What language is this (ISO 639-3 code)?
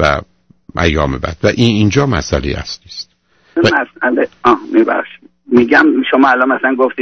fas